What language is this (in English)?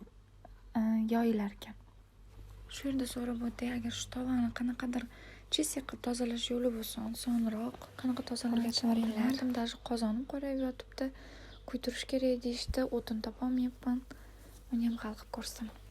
Uzbek